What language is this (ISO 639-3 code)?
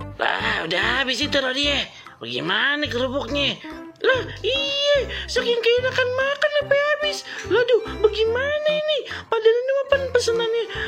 bew